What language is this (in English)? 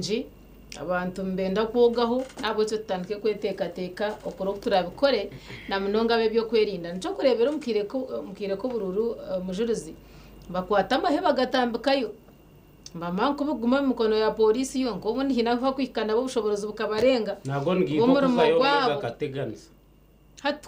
Nyankole